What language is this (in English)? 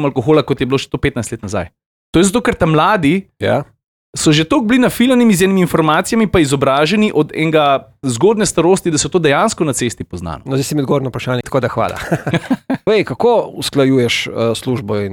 Slovenian